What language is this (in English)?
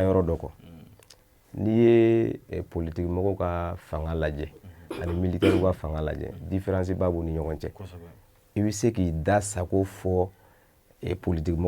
Bambara